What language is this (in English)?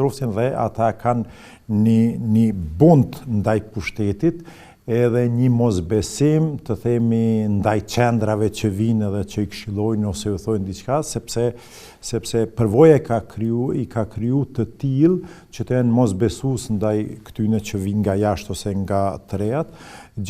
Albanian